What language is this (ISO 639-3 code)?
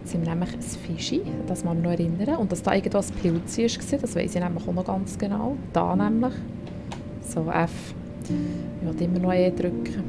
gsw